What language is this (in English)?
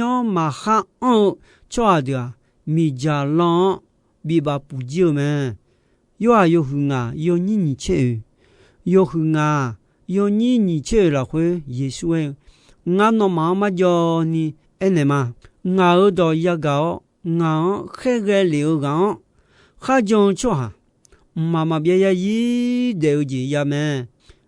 Akha